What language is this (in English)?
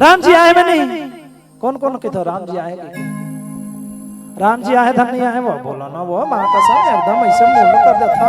Chhattisgarhi